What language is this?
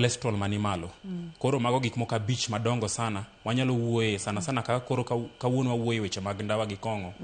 Luo (Kenya and Tanzania)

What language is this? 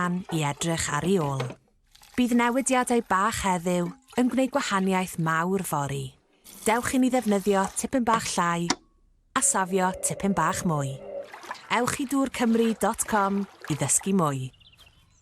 Welsh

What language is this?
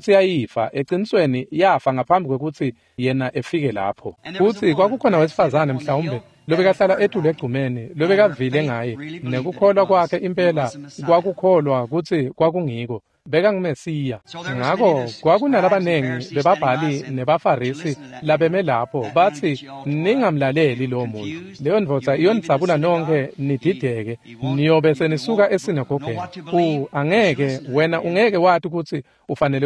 Swati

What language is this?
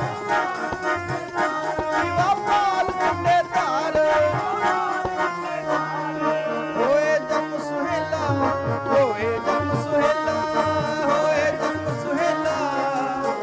Punjabi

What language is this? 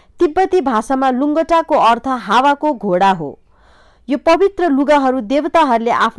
Nepali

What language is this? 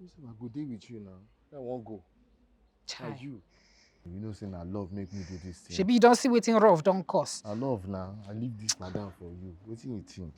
Nigerian Pidgin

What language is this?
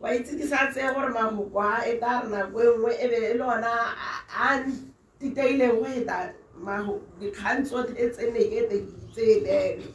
Tswana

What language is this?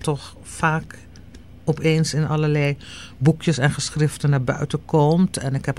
Dutch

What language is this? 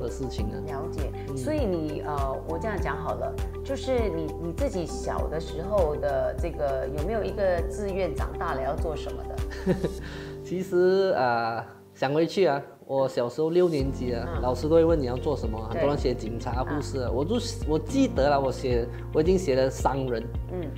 Chinese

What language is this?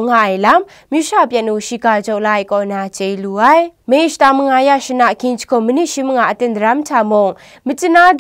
Kachin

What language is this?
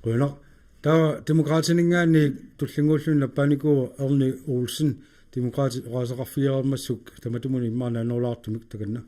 Kalaallisut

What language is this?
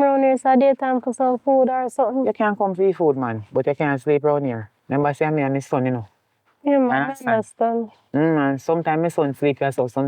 Jamaican Creole English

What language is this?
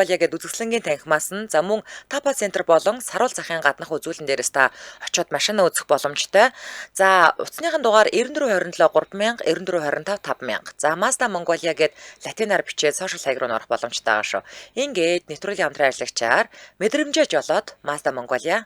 Mongolian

